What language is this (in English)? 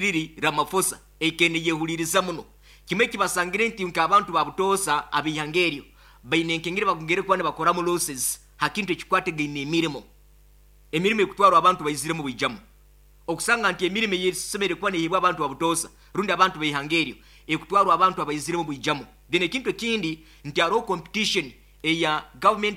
Nyoro